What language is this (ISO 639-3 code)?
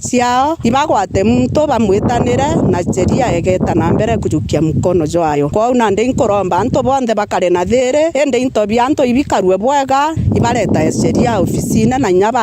mer